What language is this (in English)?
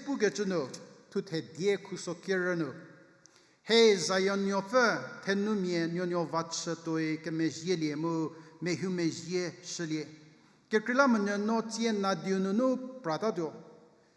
Angami Naga